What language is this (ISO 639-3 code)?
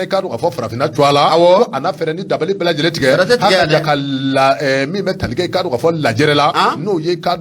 bam